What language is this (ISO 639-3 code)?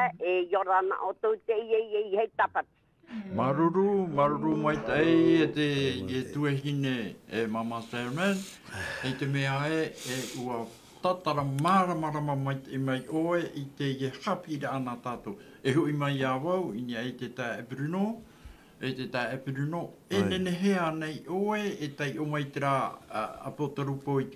tah